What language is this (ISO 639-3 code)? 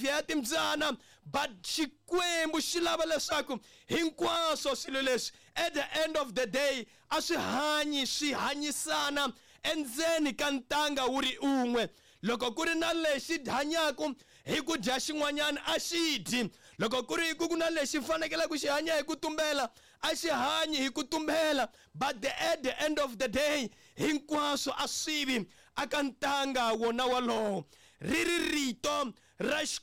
tso